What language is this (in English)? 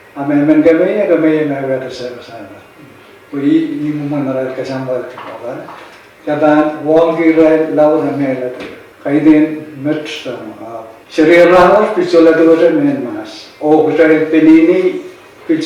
Pohnpeian